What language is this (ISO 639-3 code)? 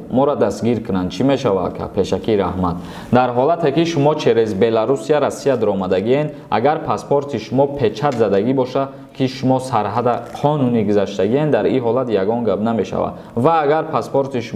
tgk